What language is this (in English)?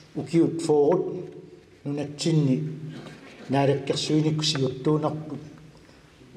Kalaallisut